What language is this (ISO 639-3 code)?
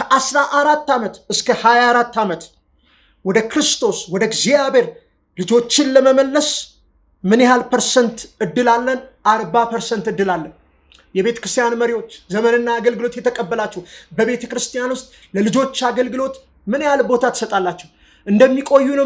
amh